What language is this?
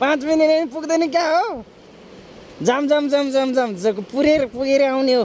Nepali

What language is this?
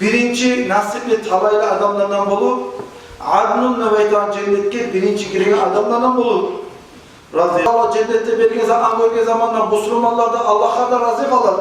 Kumyk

